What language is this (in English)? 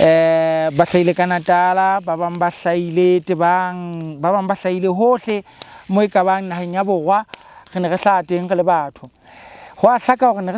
Southern Sotho